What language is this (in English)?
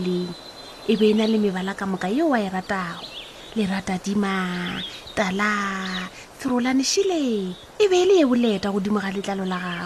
Northern Sotho